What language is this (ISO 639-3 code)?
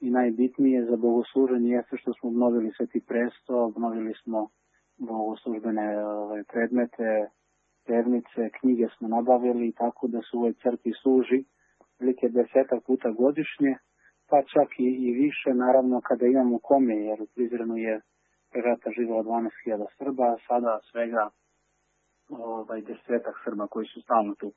srp